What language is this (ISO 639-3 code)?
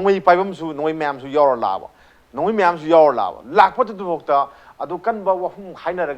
mni